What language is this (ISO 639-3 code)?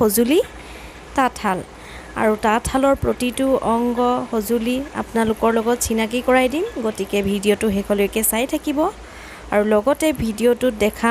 asm